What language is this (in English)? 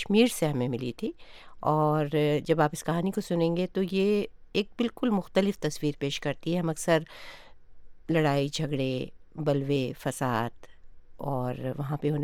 Urdu